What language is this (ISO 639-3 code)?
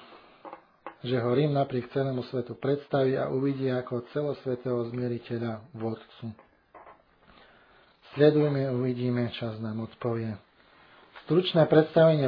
slk